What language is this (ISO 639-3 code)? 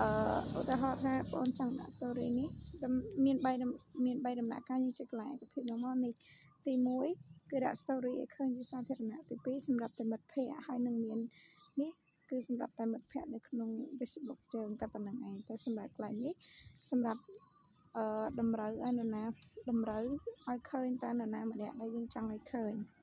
khm